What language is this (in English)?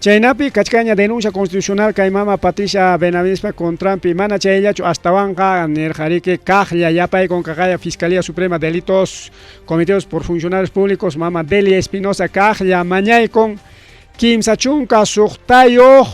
Ayacucho Quechua